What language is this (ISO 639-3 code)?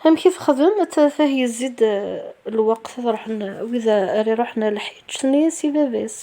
kab